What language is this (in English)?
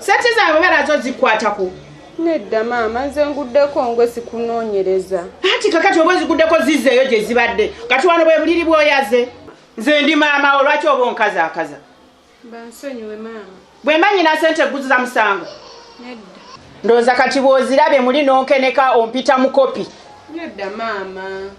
Ganda